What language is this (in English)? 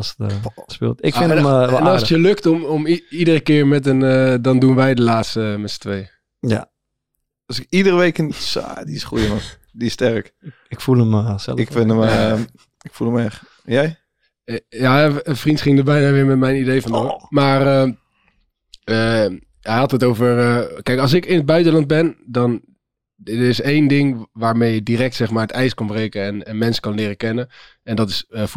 Dutch